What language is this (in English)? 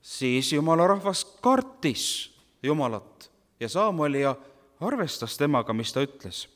Estonian